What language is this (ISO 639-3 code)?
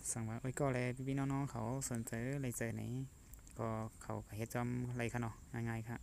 shn